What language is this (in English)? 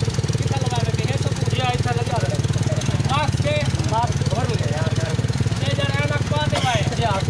Saraiki